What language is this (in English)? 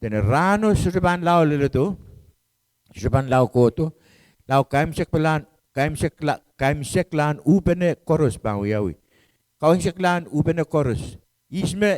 Pohnpeian